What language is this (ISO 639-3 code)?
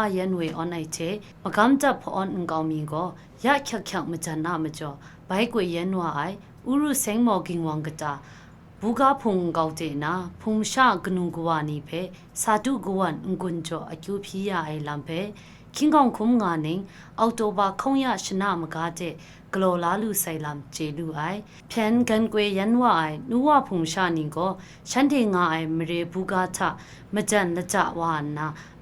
kac